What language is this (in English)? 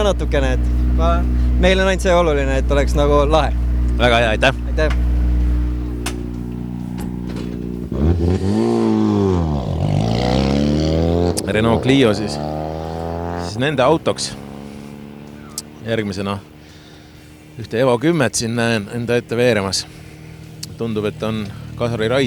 Estonian